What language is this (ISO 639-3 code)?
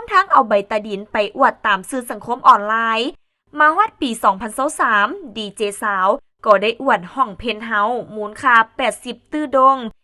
lao